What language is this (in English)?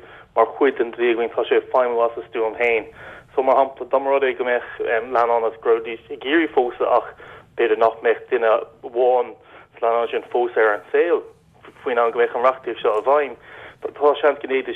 Irish